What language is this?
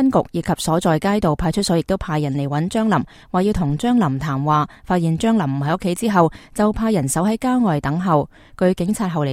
Cantonese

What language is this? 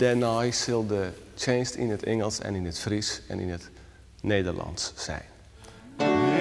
Western Frisian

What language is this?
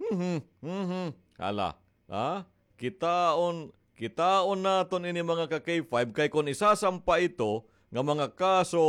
Waray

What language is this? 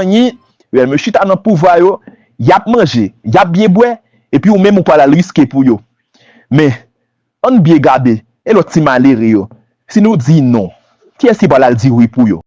Haitian Creole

